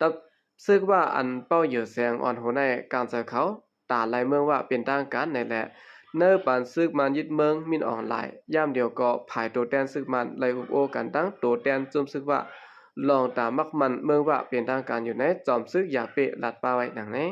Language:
Shan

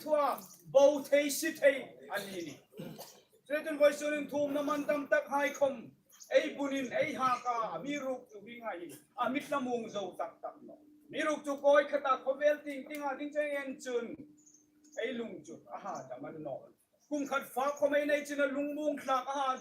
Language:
Hmar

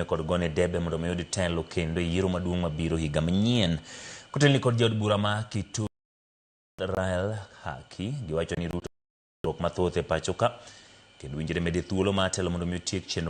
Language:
Luo (Kenya and Tanzania)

